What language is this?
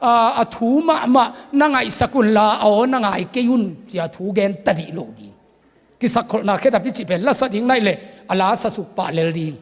Tedim Chin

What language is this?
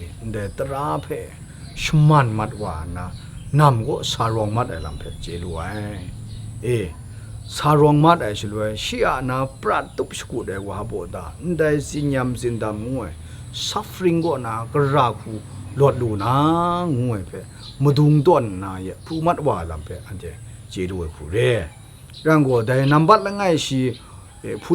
Kachin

